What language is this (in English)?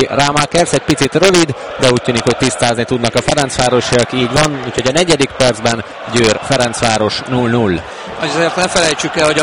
Hungarian